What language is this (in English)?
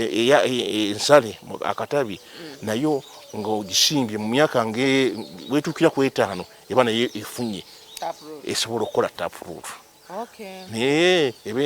Ganda